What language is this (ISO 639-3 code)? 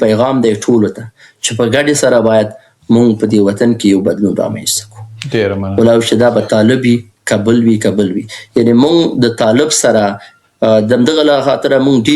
pus